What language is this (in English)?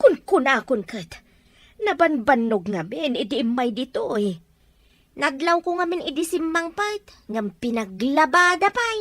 Iloko